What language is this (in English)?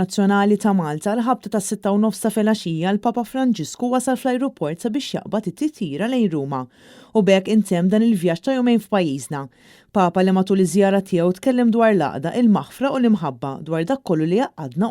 Maltese